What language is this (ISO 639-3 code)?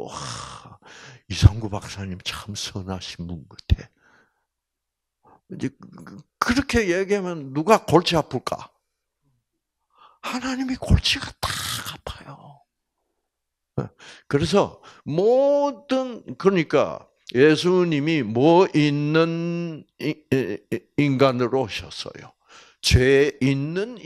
kor